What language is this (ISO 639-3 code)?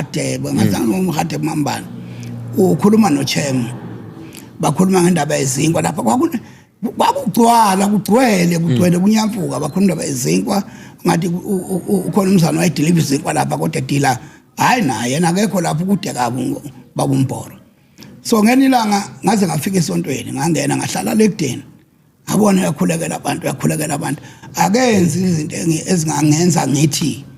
zul